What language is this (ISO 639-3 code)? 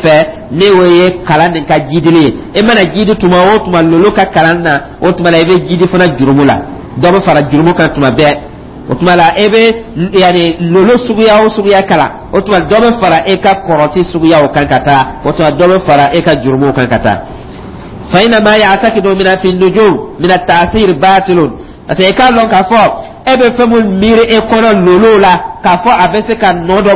dyu